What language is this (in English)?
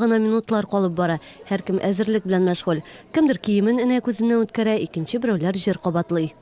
Tatar